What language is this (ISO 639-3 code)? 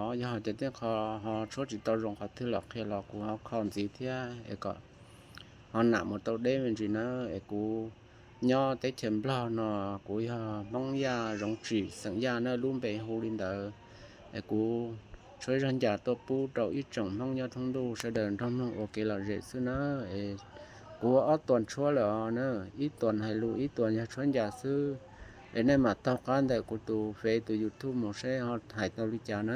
hmn